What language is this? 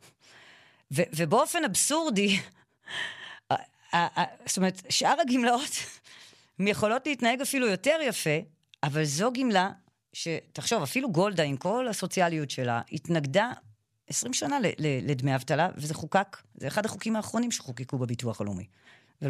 Hebrew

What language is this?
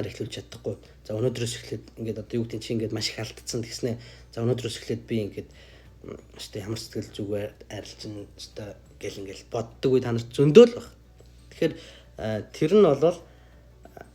Mongolian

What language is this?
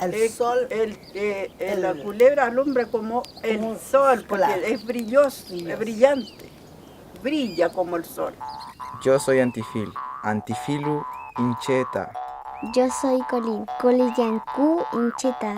Mapuche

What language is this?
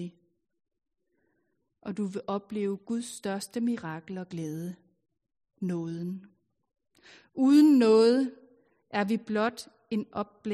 Danish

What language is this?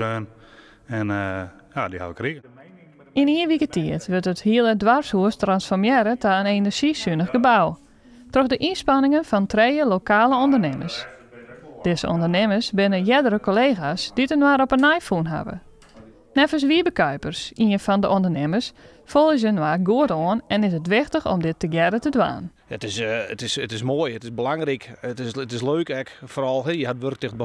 Western Frisian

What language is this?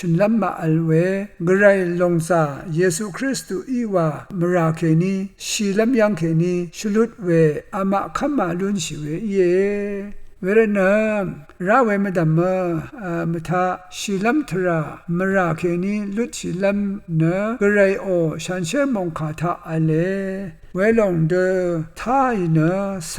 Rawang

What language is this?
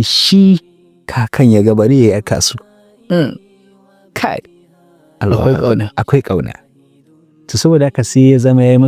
Hausa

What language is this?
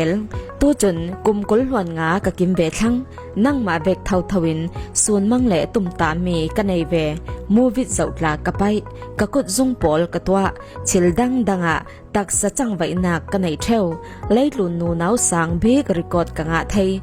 Falam Chin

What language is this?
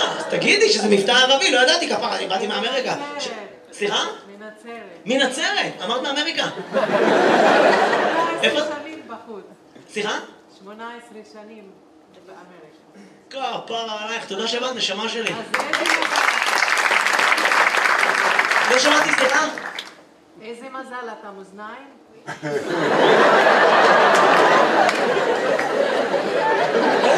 Hebrew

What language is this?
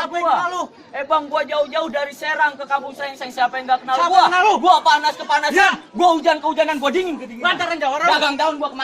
Betawi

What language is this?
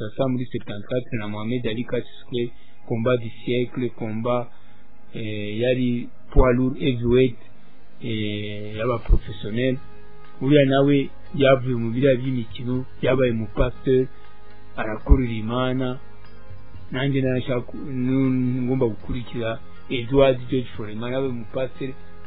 Kinyarwanda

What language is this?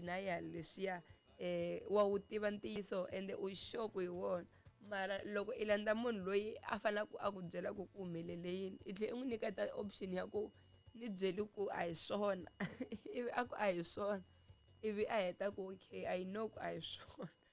Tsonga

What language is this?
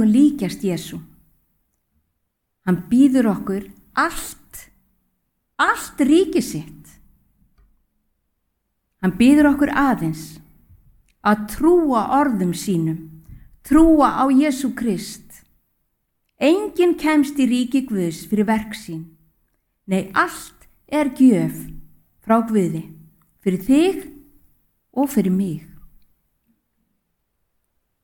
Icelandic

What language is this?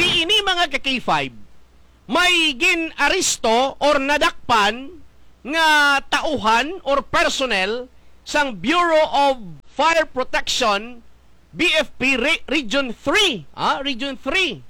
Hiligaynon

